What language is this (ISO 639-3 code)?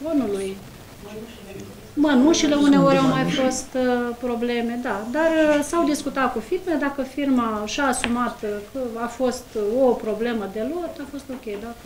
ron